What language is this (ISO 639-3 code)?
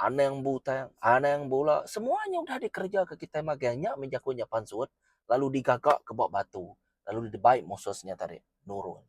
iba